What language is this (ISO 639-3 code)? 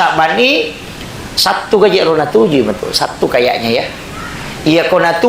bug